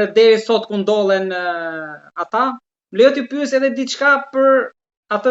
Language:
Albanian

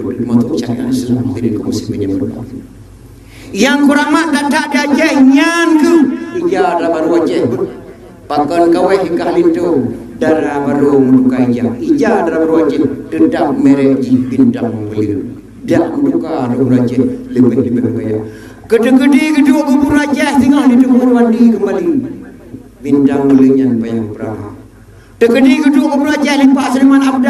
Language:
Achinese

